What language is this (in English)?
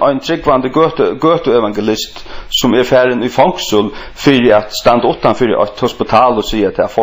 Faroese